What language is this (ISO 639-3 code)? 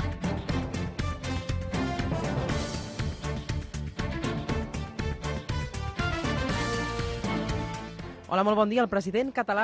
cat